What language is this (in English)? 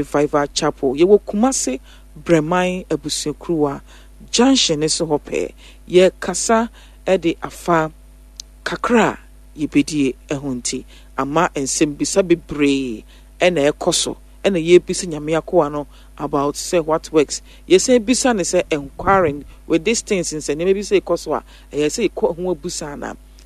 Akan